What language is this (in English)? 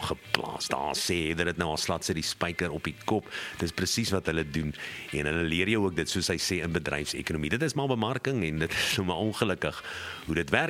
Afrikaans